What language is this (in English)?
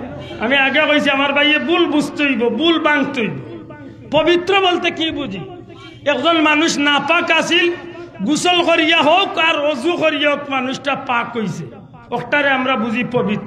Sylheti